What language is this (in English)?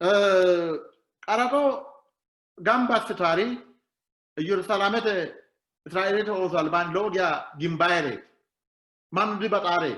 Sidamo